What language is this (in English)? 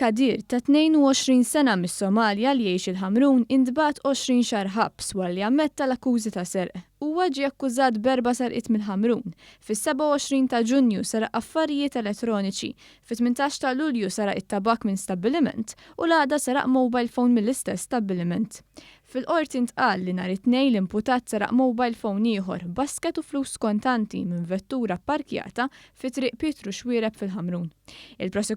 Maltese